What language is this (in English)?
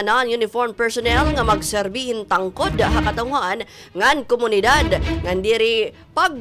Waray